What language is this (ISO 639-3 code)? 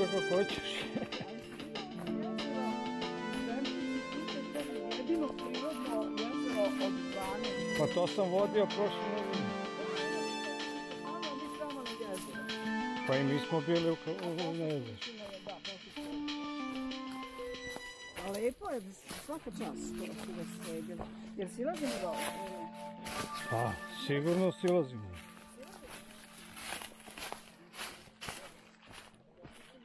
srp